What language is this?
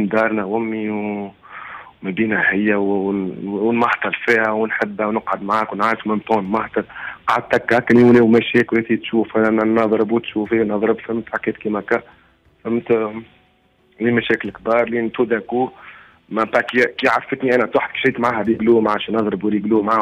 Tunisian Arabic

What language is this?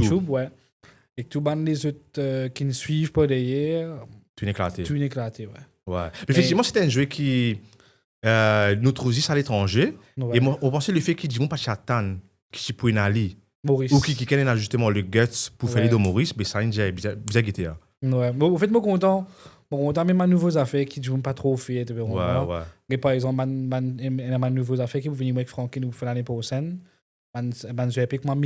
Morisyen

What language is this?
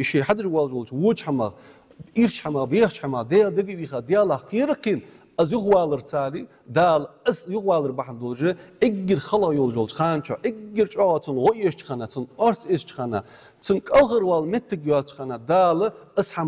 Ingush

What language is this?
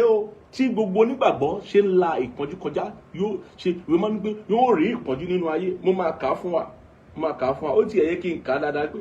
Yoruba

